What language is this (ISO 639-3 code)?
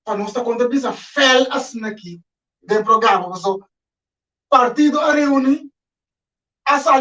pap